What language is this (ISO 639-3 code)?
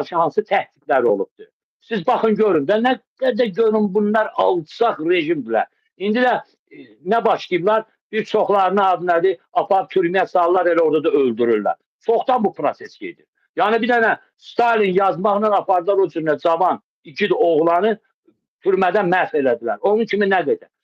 aze